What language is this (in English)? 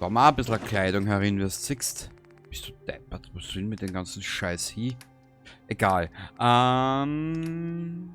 Bavarian